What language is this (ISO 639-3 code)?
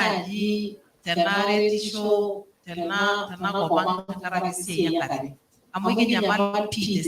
mas